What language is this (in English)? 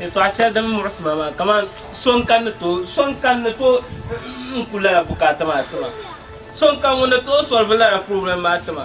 Dagbani